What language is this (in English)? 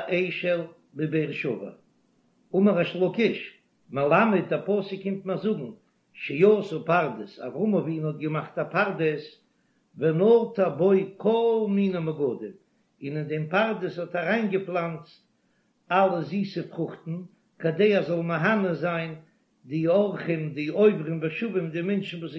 Yiddish